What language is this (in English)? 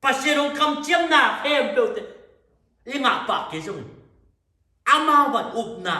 Tedim Chin